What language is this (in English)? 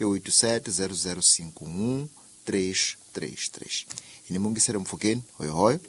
Tsonga